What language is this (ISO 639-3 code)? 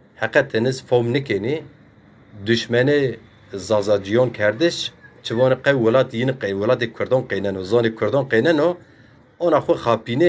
zza